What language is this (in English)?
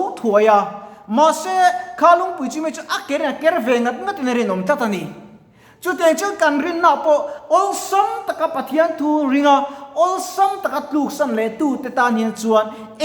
Mizo